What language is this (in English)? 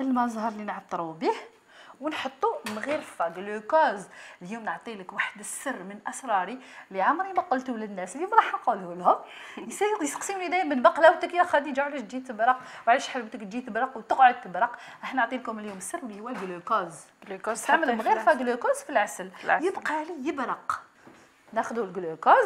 Algerian Arabic